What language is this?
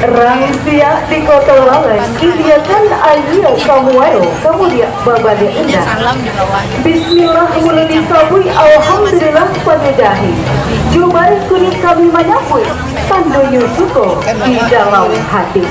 Minangkabau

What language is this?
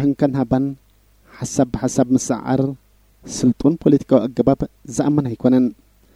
Tigrinya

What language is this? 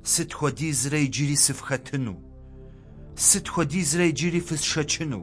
Kabardian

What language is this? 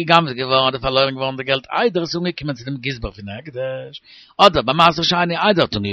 Yiddish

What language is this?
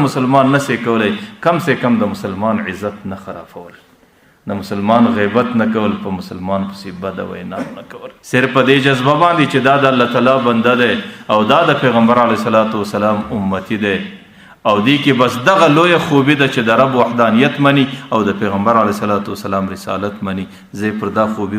Pashto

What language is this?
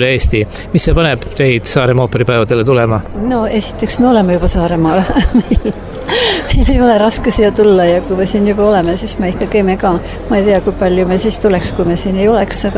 Estonian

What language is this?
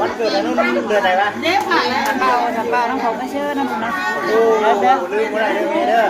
Northeastern Thai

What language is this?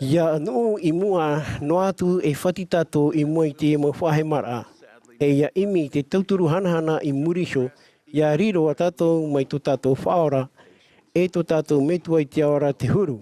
Tahitian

